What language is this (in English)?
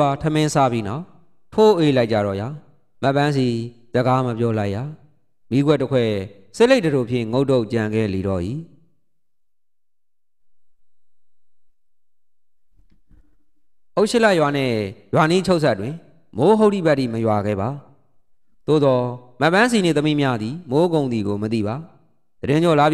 Burmese